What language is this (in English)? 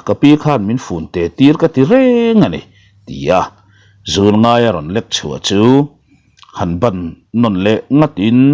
Mizo